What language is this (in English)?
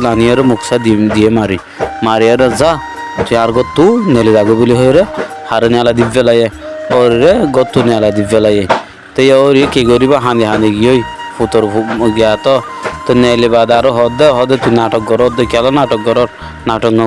Rohingya